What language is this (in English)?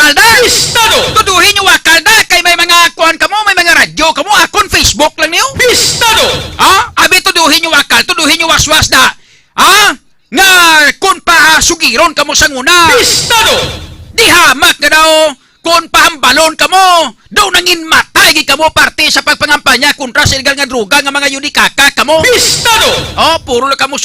Hiligaynon